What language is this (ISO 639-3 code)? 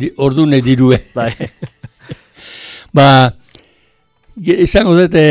eus